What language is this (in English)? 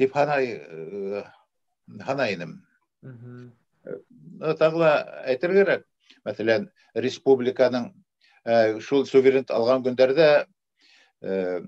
Bashkir